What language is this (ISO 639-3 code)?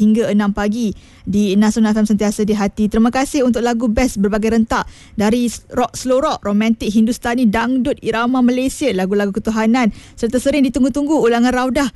msa